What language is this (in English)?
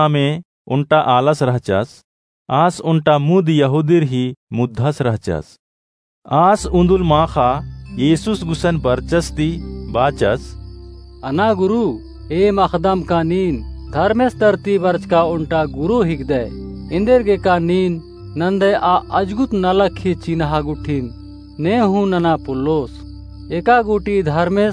Kurukh